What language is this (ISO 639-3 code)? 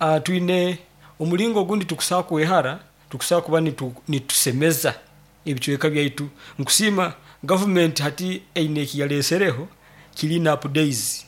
nyo